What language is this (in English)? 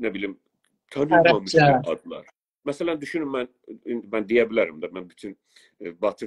South Azerbaijani